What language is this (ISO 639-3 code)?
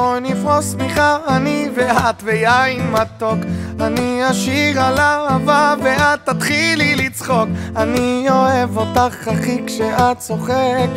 heb